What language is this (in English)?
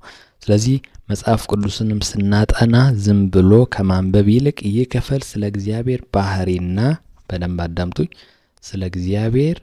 Amharic